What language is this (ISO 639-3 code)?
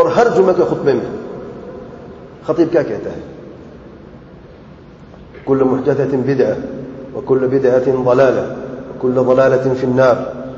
urd